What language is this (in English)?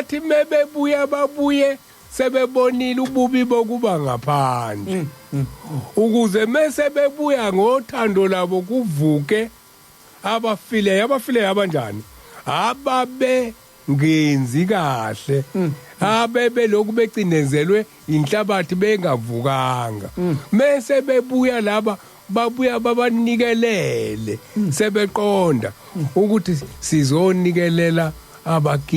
Zulu